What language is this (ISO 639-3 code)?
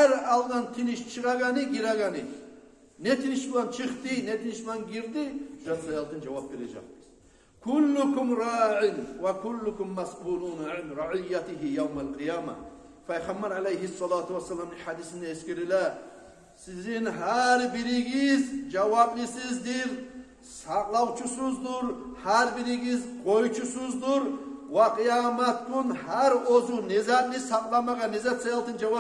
kum